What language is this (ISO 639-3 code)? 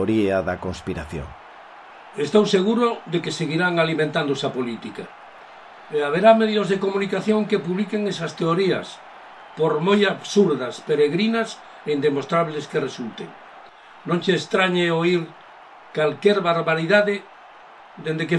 glg